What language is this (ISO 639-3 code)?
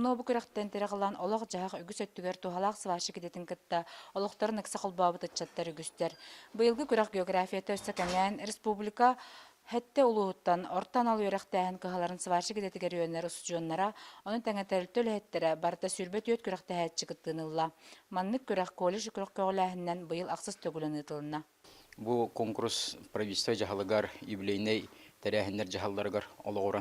sah